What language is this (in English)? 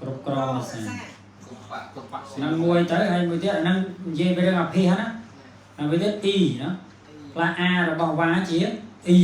Khmer